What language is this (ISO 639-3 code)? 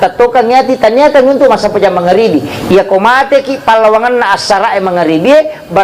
bug